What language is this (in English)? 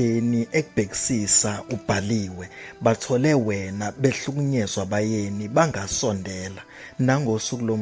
Zulu